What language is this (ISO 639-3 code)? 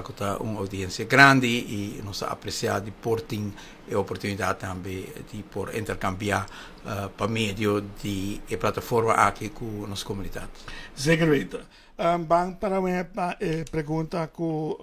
pap